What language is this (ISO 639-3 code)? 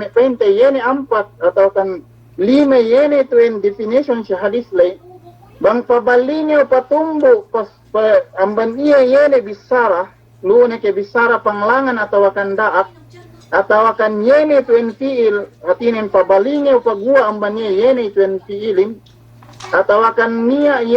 yka